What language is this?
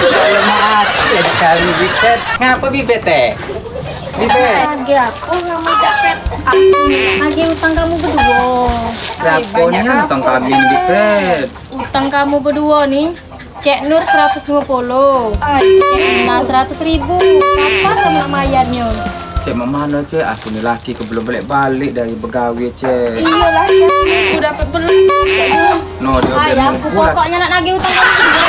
Musi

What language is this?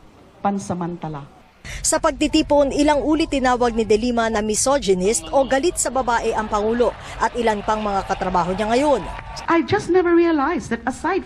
Filipino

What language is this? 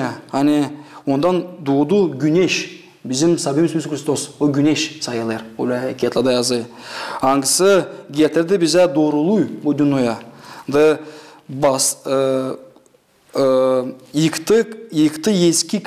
Gagauz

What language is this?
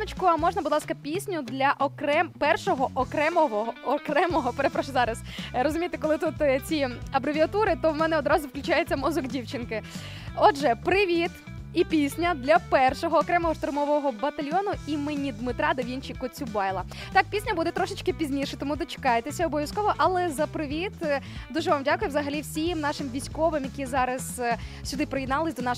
Ukrainian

